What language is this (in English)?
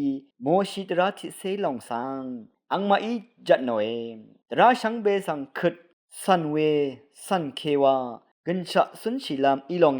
Rawang